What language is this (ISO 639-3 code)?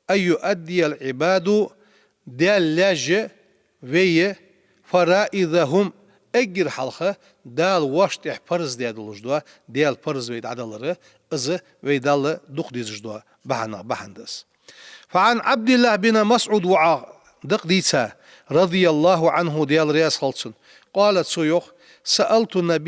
inh